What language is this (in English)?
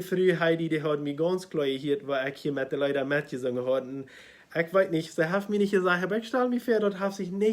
Plautdietsch